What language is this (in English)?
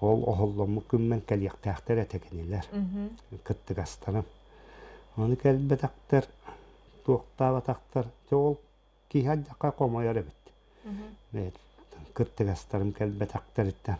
Yakut